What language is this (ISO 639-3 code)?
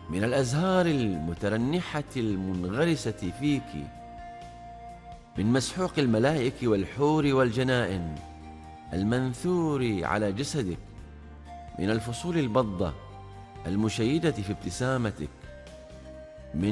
ara